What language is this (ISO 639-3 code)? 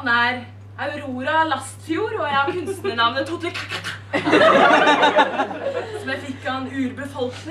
nor